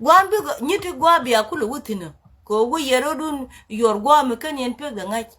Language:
Nuer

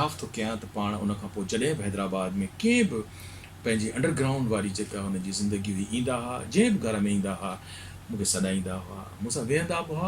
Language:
Sindhi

